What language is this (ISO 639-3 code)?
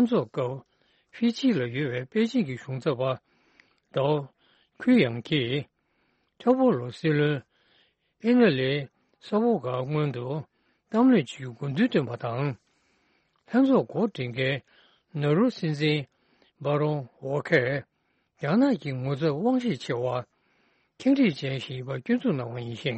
bod